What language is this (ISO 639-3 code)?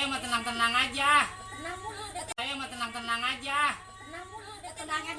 bew